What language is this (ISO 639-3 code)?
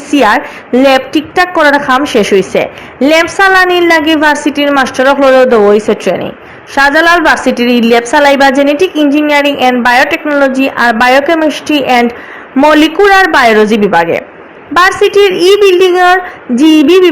syl